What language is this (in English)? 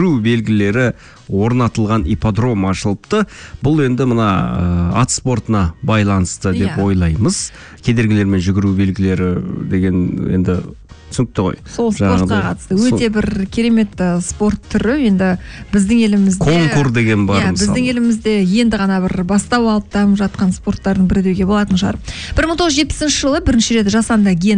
Kazakh